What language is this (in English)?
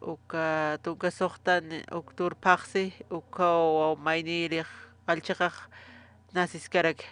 Aymara